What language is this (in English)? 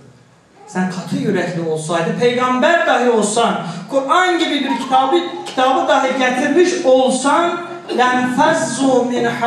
Turkish